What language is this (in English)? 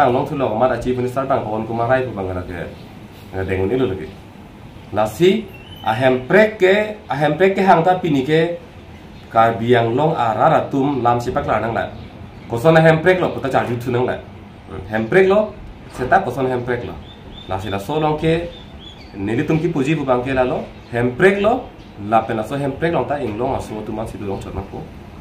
Karbi